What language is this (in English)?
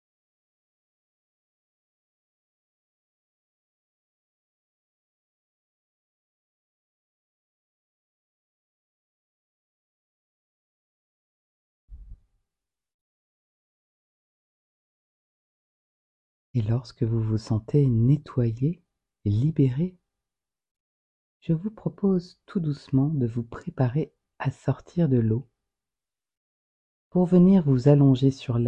French